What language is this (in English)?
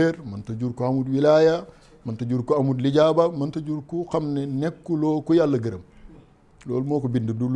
Wolof